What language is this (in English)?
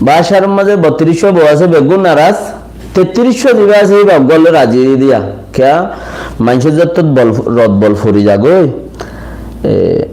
Rohingya